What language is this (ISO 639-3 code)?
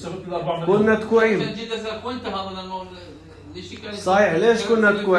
apc